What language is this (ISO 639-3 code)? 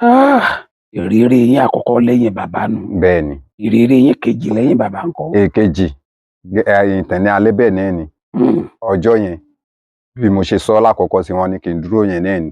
yor